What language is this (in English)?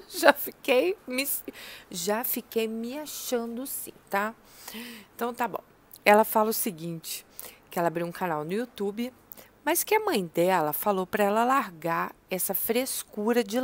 Portuguese